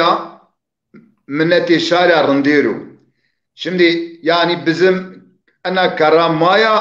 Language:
Zaza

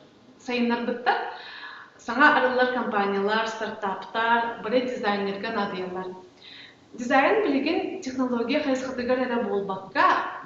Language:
Yakut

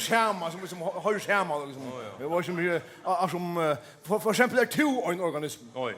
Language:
Faroese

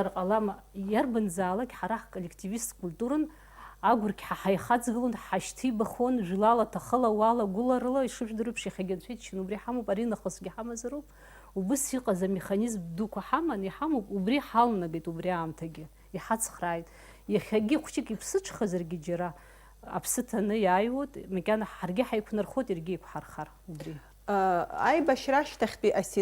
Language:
Abkhazian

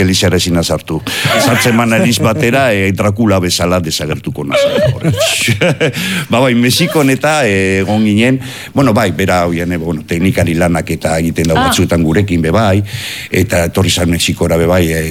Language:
Basque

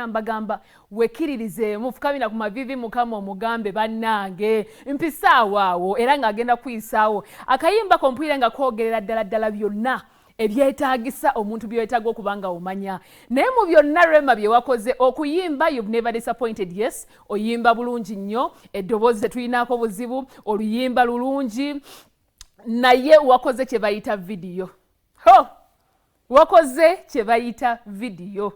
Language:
Ganda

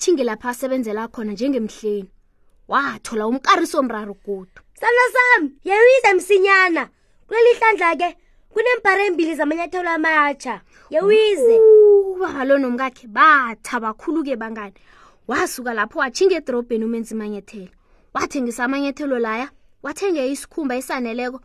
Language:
South Ndebele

